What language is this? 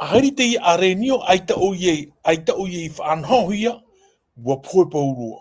Tahitian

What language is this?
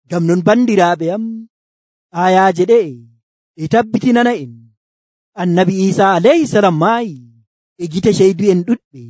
Nigerian Fulfulde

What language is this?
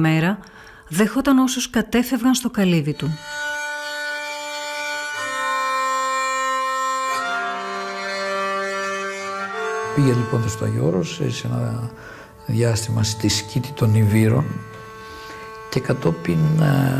Greek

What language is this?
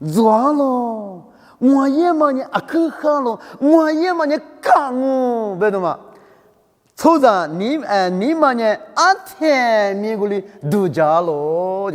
Lisu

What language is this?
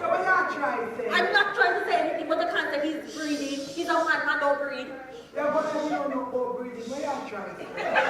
Jamaican Creole English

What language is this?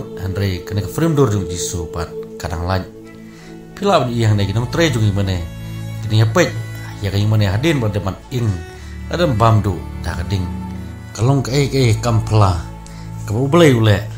Khasi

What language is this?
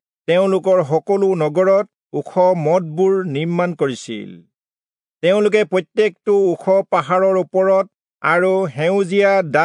Assamese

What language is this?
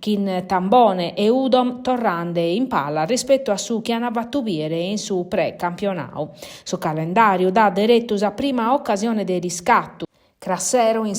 Sardinian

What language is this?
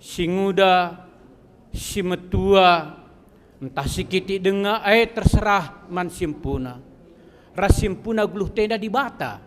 Batak Karo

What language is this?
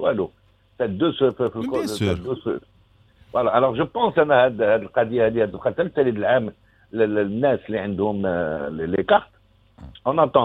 Moroccan Arabic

